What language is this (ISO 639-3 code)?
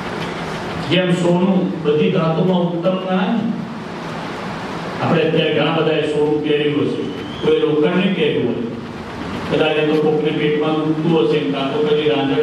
guj